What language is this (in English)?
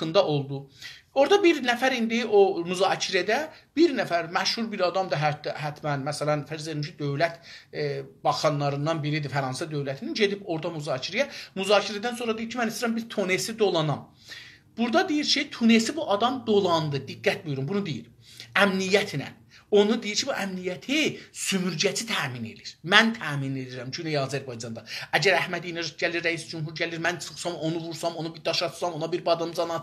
South Azerbaijani